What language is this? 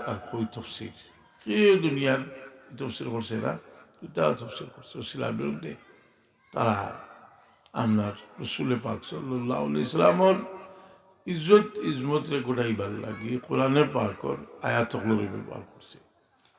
Sylheti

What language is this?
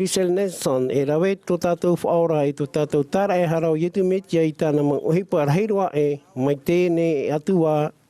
Tahitian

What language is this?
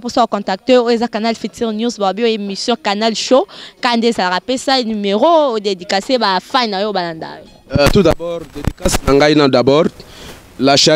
Lingala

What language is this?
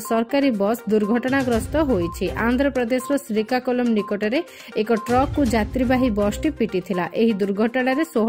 Odia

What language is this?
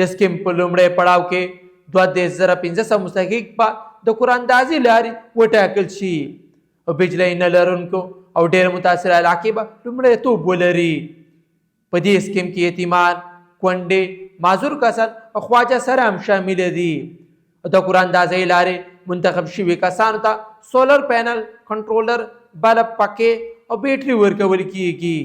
Pashto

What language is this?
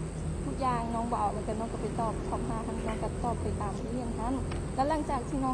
Lao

